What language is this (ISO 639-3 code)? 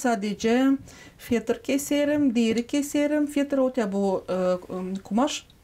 gag